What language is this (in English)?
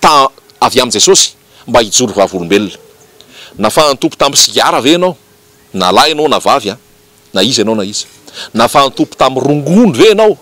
Malagasy